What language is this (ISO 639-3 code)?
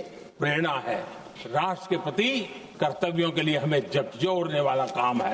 san